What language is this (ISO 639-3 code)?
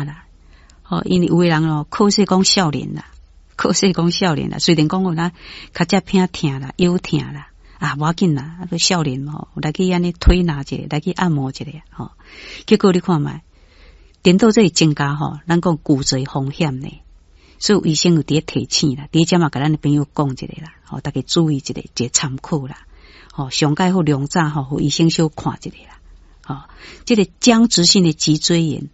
nan